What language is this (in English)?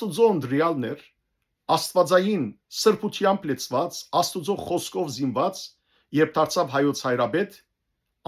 Western Armenian